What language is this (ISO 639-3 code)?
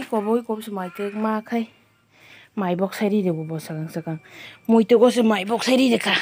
trp